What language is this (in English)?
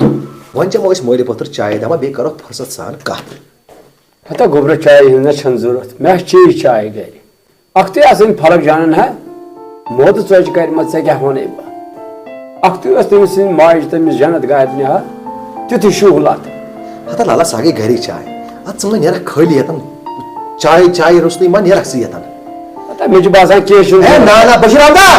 Kashmiri